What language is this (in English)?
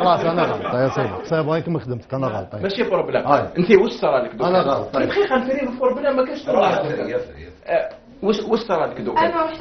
Algerian Arabic